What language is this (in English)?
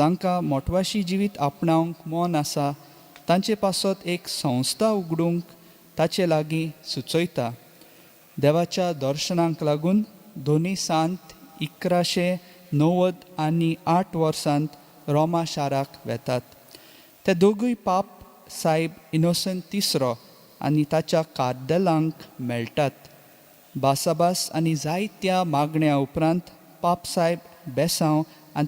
Konkani